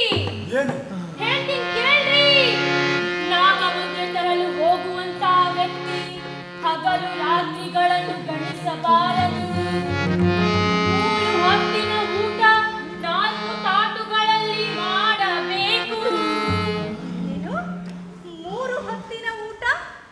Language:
Kannada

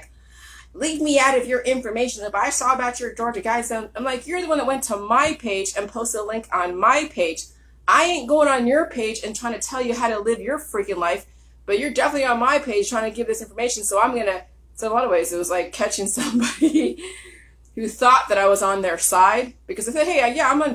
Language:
English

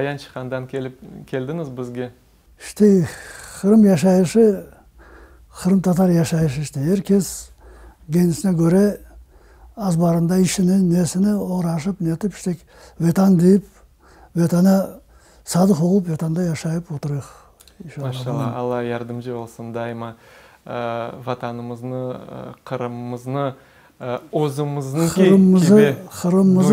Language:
Crimean Tatar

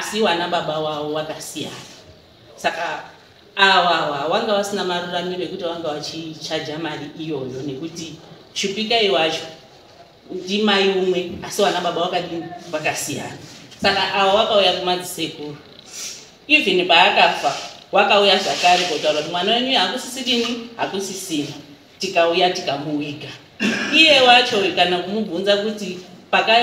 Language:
Shona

